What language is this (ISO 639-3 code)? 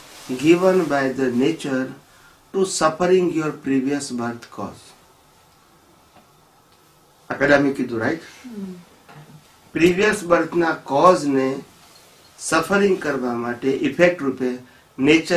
guj